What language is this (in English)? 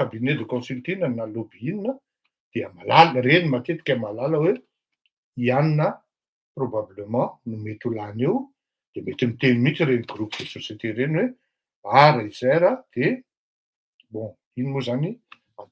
Malagasy